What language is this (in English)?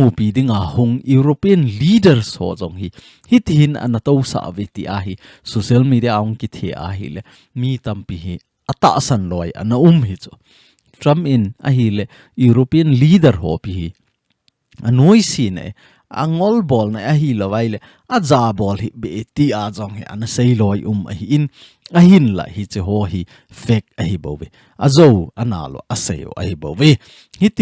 Thado Chin